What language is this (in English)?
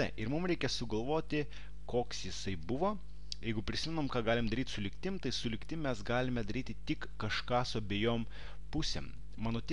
Lithuanian